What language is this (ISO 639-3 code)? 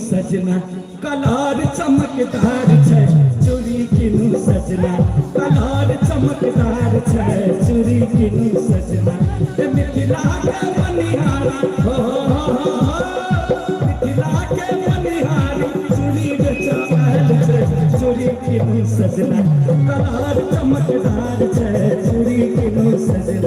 mai